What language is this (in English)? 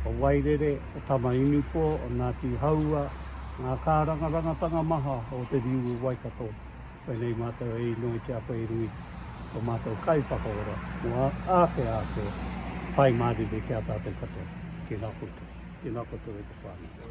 Māori